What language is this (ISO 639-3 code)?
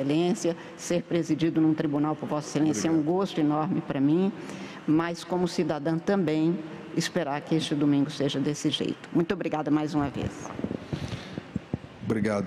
por